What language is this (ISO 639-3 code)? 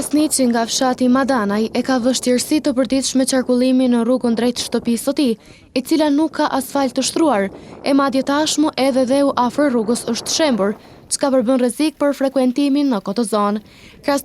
sqi